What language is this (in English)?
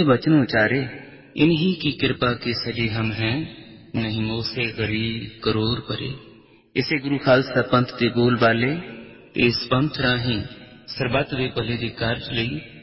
Punjabi